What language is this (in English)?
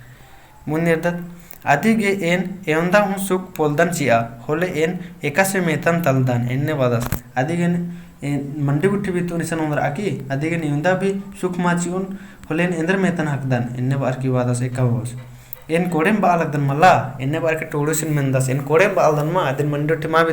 Kurukh